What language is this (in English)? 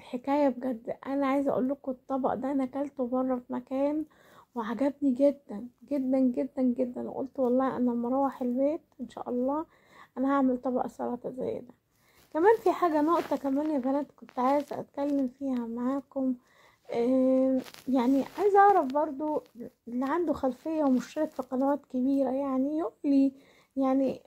Egyptian Arabic